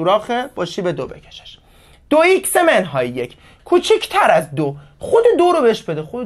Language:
Persian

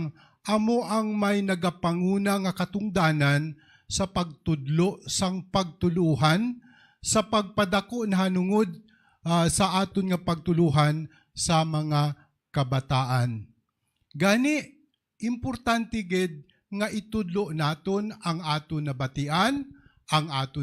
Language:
Hiligaynon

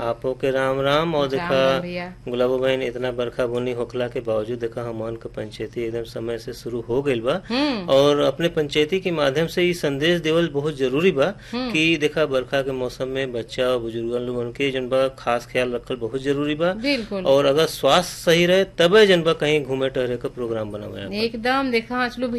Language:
Bhojpuri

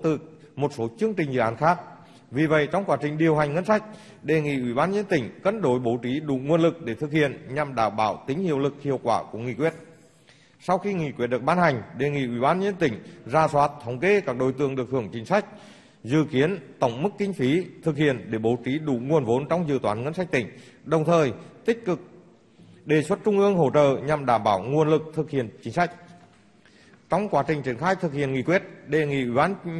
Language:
Vietnamese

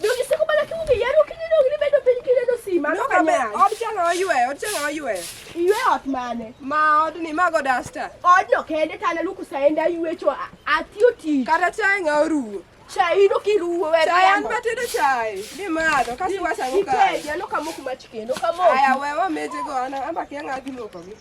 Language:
Luo (Kenya and Tanzania)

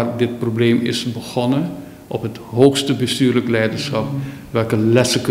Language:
Dutch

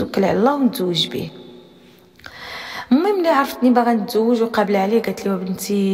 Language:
Moroccan Arabic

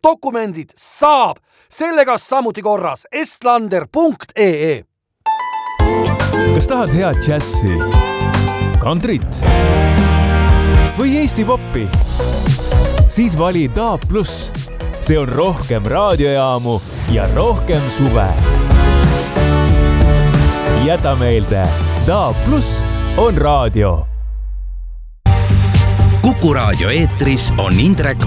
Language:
Estonian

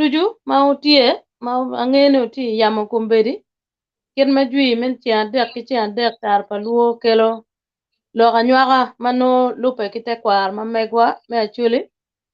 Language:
Acoli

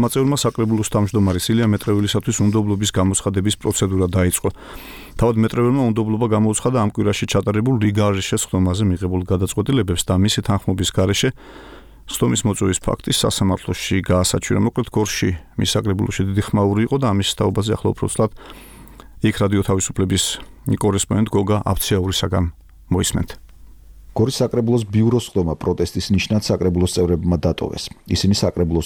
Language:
Georgian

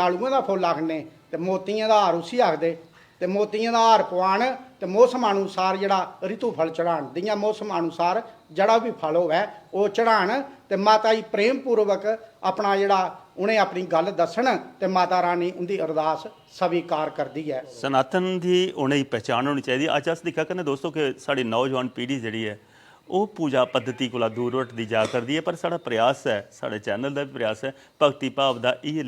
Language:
Dogri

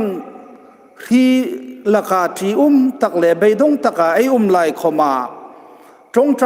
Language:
Hmar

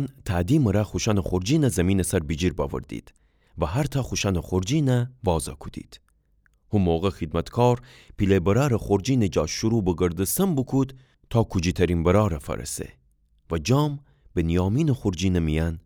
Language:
Gilaki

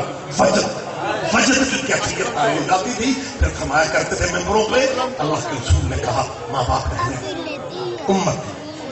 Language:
Urdu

